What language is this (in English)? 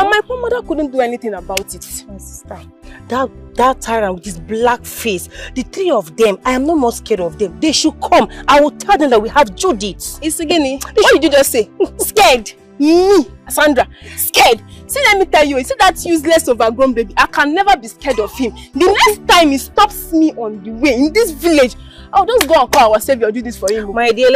Nigerian Pidgin